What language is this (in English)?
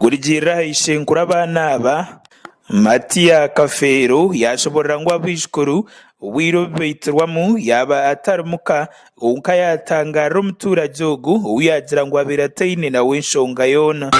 Nyankole